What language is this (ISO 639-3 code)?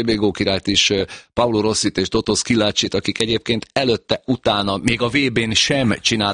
hun